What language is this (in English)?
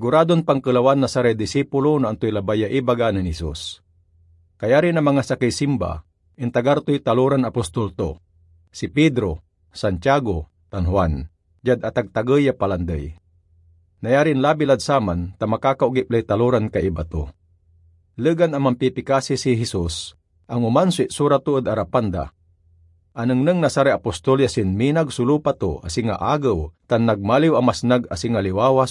Pangasinan